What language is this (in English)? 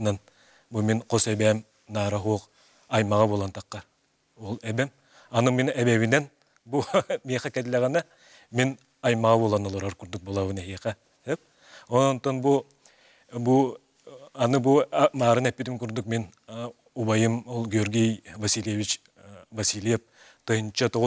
Yakut